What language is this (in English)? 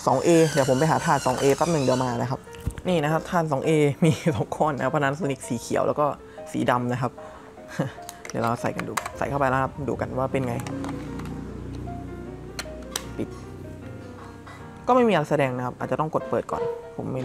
Thai